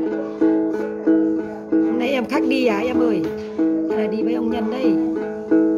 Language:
Vietnamese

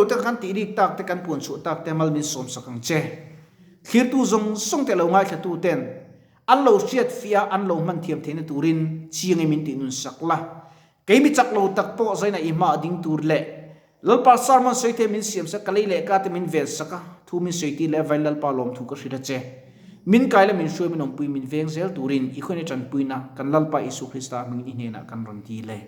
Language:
Mizo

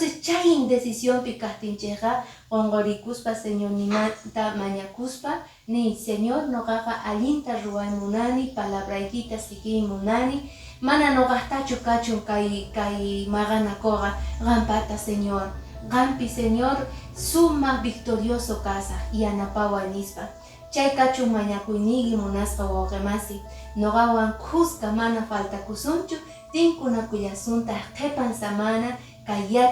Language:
Quechua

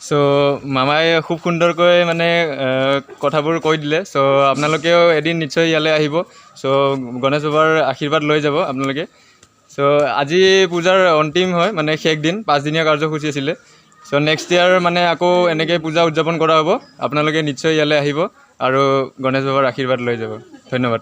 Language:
Assamese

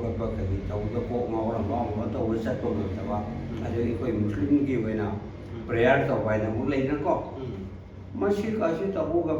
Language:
Manipuri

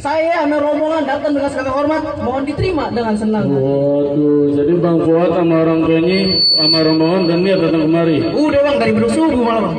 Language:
Betawi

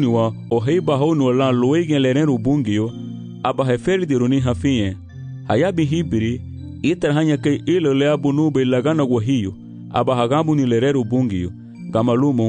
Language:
Garifuna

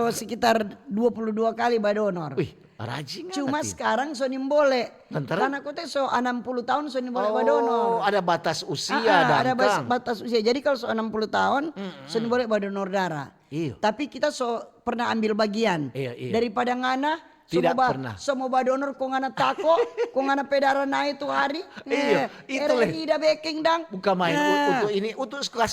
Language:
Manado Malay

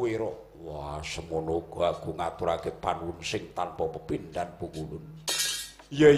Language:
Javanese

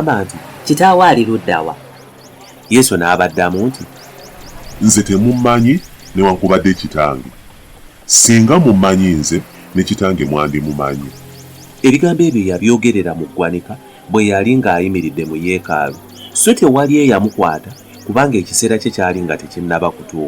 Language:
Ganda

